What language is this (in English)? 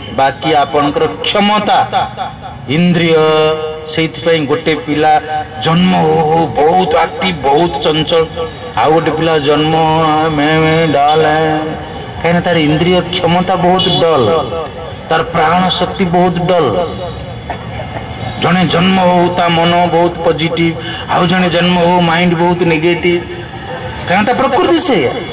Odia